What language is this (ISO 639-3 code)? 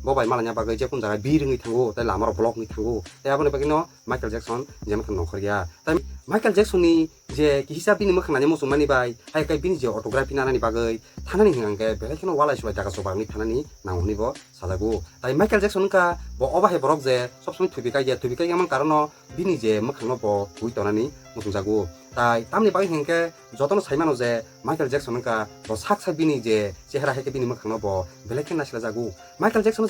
trp